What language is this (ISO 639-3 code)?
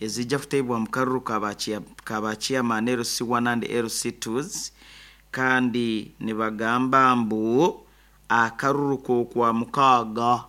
nyo